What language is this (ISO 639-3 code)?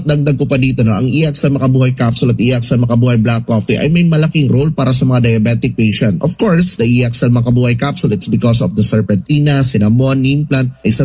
fil